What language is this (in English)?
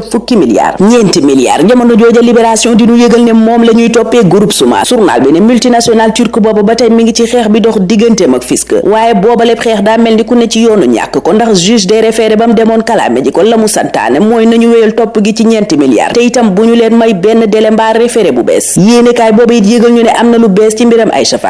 Wolof